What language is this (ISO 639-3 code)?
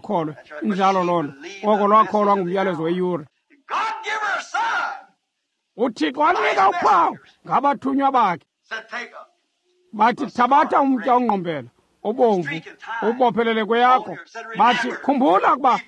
xho